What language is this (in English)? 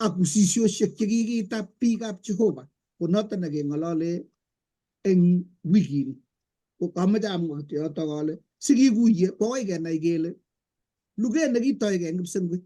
Kalenjin